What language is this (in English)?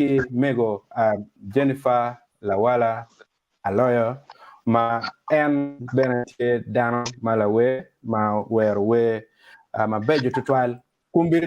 Acoli